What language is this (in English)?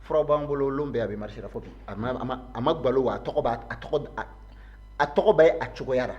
Bambara